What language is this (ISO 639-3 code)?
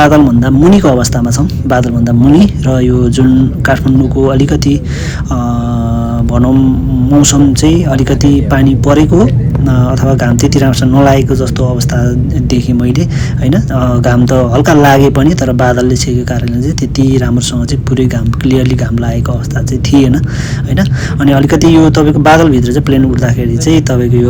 nep